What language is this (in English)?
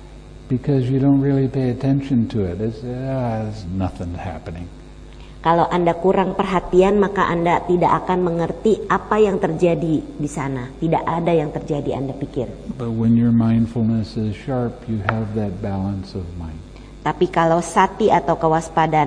Indonesian